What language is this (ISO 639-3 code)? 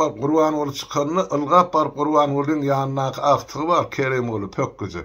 tuk